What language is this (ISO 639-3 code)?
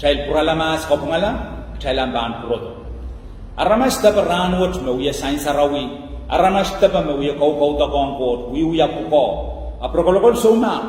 pon